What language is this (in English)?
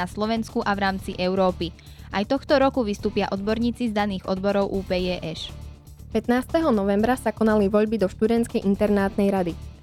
Slovak